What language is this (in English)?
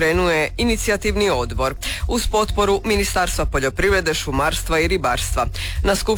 Croatian